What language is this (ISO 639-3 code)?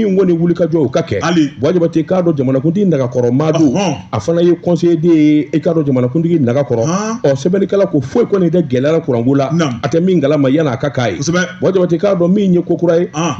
bam